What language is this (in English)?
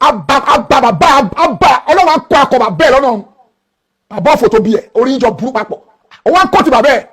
Yoruba